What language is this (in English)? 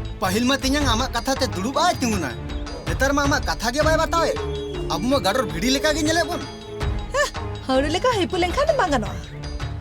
Santali